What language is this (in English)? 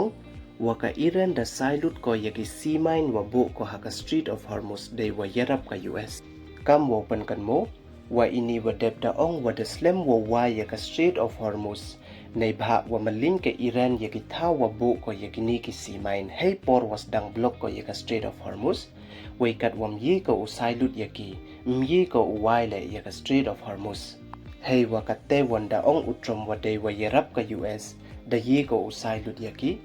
Pnar